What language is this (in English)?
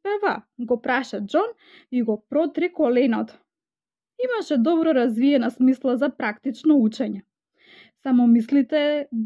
Macedonian